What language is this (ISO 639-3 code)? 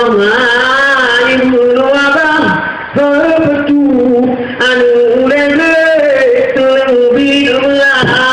ace